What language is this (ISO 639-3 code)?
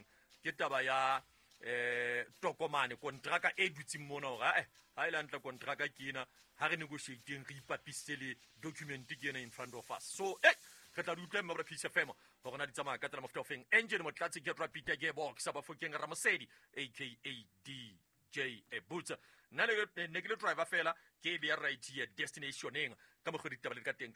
sot